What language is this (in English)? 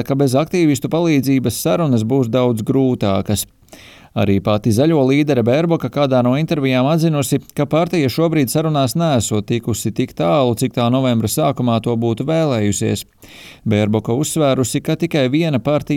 Latvian